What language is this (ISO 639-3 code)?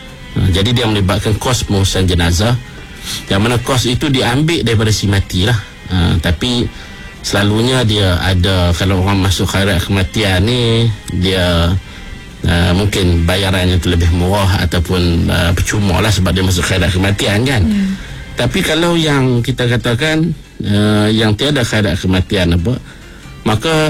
msa